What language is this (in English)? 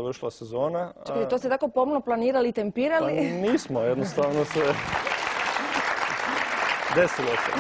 Croatian